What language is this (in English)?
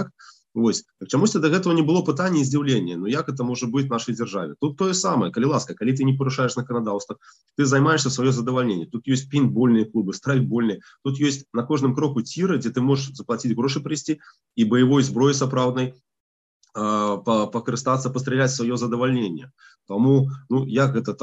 Belarusian